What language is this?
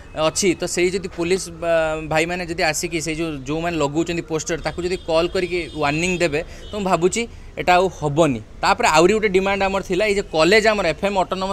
Odia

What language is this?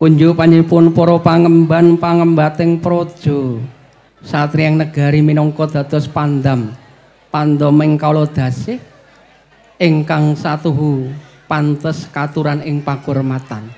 Javanese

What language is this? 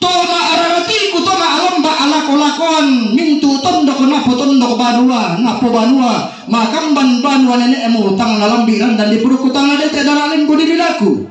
Toraja-Sa'dan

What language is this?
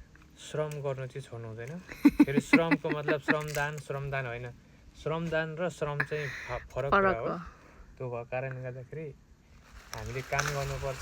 Nepali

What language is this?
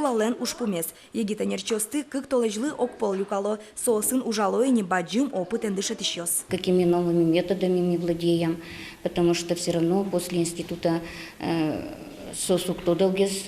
Udmurt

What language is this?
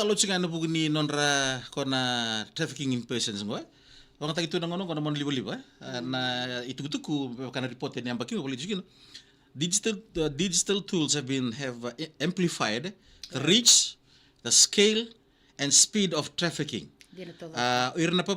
Fijian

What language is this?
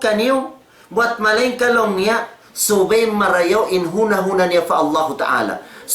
Tausug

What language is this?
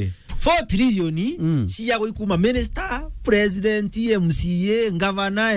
Meru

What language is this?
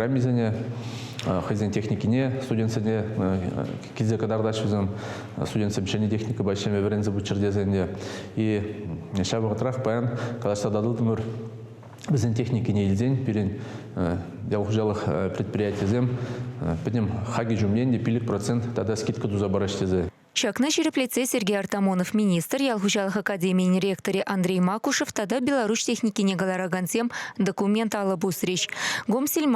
Chuvash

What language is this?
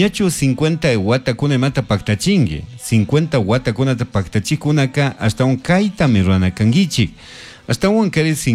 Chimborazo Highland Quichua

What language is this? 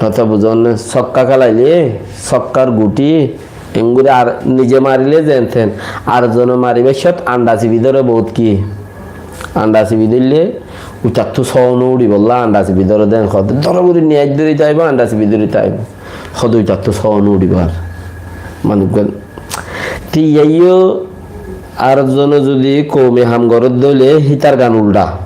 Rohingya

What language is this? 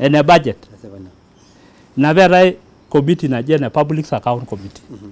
Masai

